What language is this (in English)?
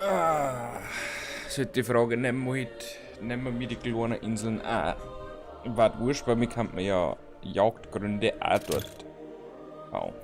Bavarian